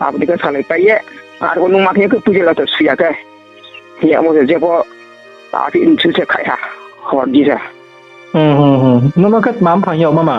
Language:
Riang (India)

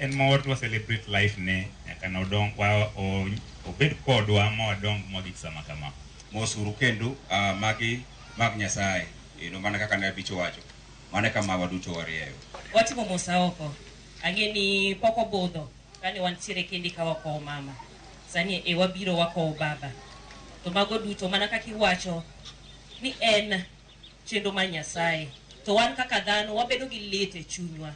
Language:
Luo (Kenya and Tanzania)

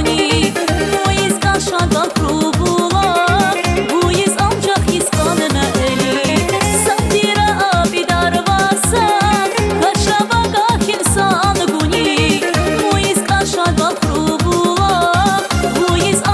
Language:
Tabassaran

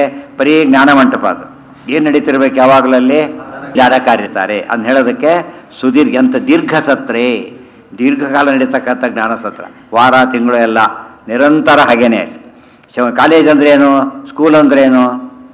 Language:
Kannada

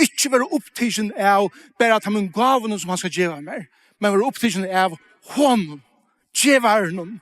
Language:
Faroese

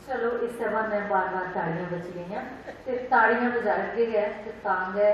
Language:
Dogri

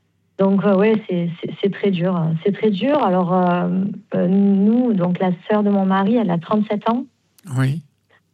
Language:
French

